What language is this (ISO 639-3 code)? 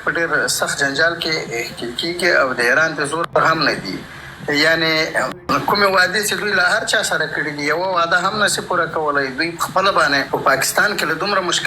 pus